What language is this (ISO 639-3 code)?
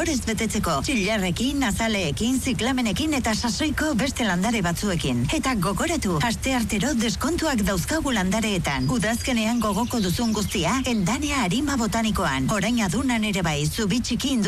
eus